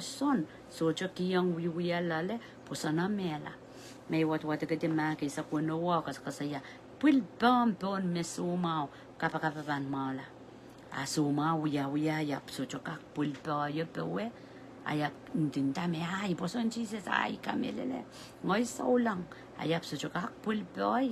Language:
Pohnpeian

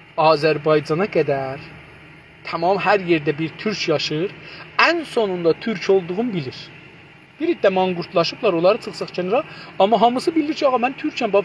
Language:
South Azerbaijani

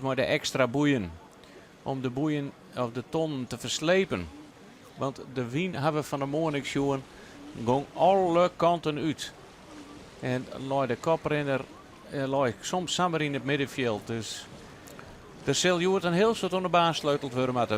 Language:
Western Frisian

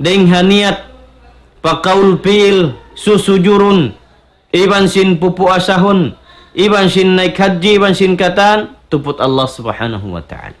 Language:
Tausug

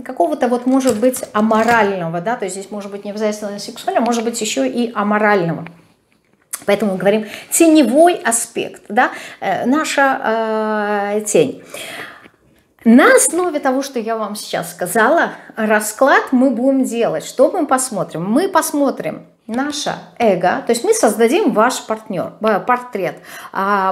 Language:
Russian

